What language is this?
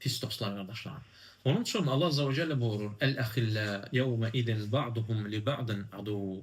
Azerbaijani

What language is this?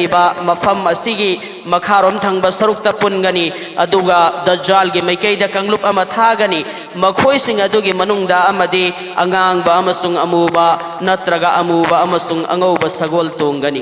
Manipuri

